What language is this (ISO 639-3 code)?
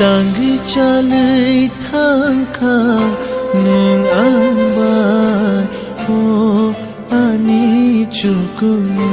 trp